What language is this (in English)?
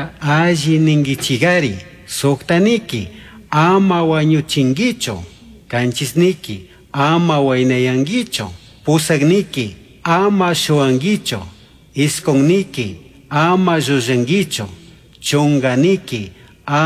Chimborazo Highland Quichua